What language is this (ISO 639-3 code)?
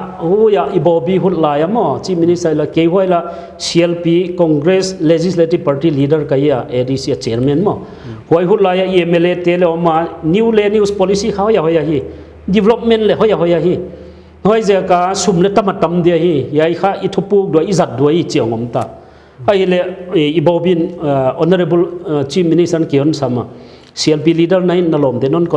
pck